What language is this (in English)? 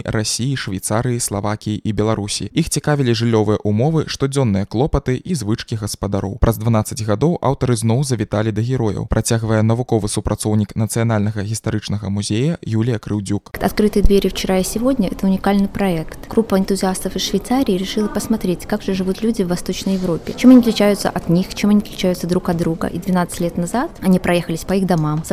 Belarusian